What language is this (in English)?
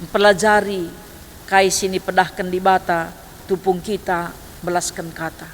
Batak Karo